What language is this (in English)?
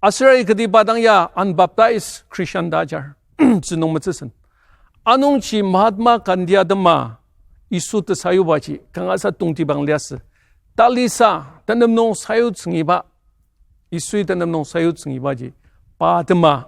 Ao Naga